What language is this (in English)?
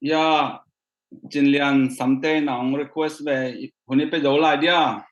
Tedim Chin